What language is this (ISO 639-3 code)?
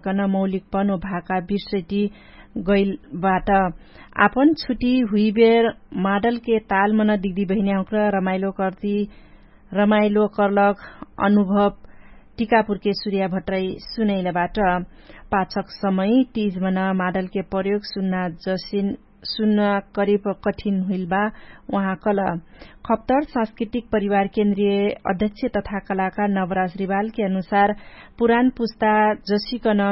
thl